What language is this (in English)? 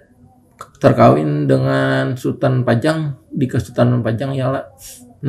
Banjar